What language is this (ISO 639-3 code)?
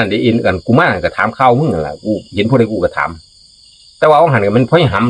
tts